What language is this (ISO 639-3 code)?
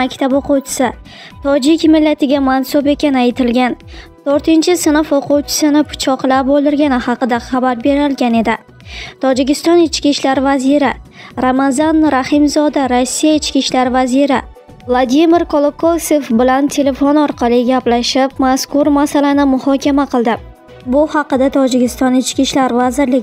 uzb